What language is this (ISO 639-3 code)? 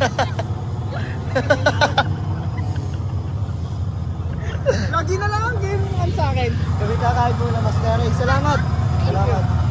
fil